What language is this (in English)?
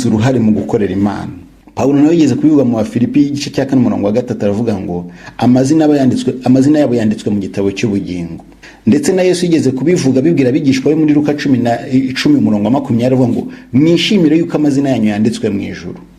Kinyarwanda